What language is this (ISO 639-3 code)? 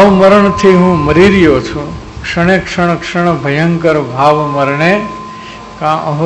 guj